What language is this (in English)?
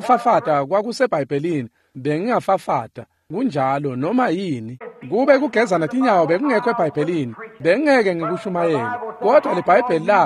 Swati